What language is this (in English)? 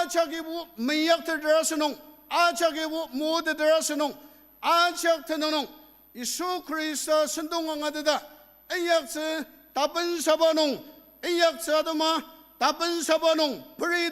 Ao Naga